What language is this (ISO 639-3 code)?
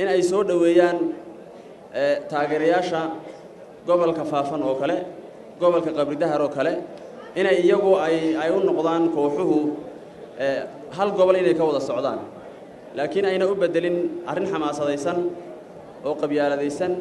som